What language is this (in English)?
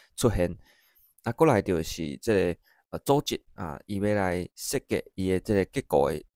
Min Nan Chinese